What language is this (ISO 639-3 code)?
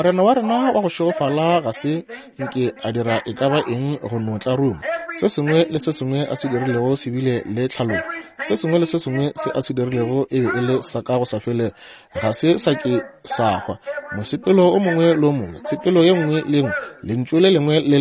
nso